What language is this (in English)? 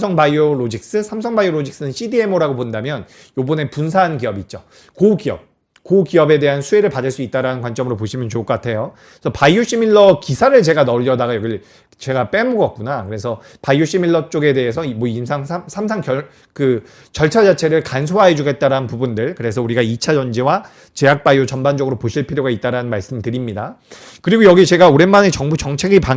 Korean